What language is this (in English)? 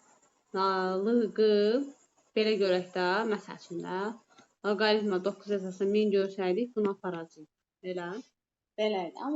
Azerbaijani